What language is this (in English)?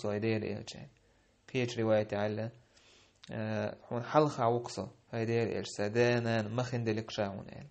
Chechen